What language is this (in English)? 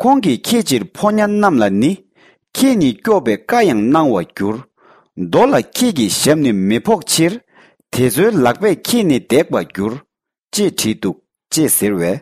Tibetan